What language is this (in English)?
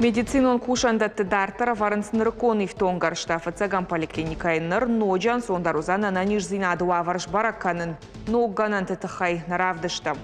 Ossetic